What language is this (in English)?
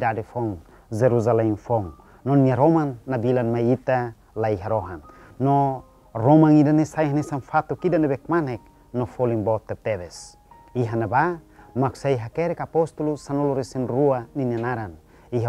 Tetum